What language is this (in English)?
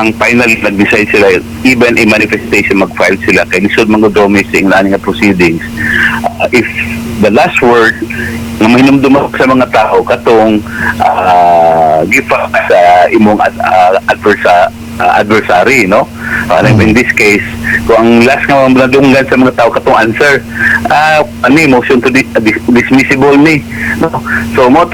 Cebuano